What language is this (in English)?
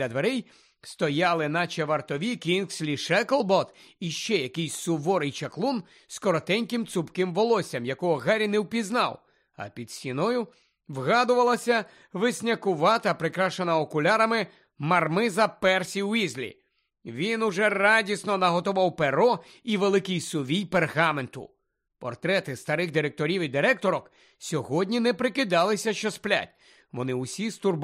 Ukrainian